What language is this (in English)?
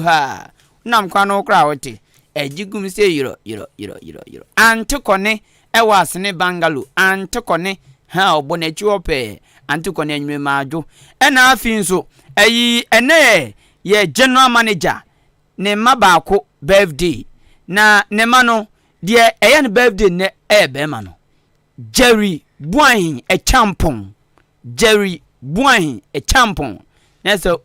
Akan